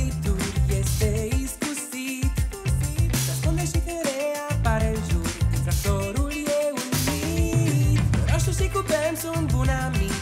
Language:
Romanian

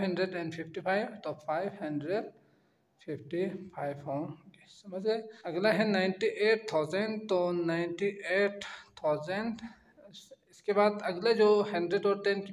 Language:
Hindi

